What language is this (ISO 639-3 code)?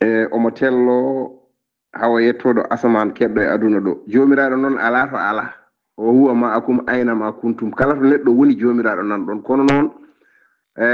ful